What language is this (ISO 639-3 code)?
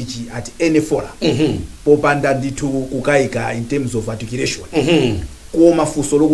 nya